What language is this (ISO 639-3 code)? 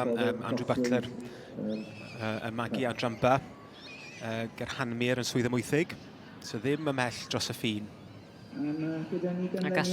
cym